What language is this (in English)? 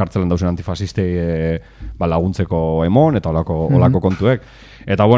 Basque